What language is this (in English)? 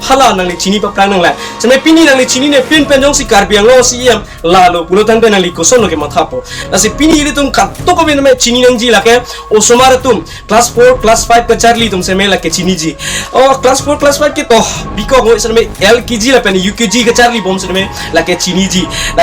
Karbi